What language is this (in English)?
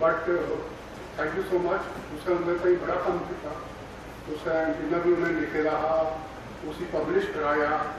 Dogri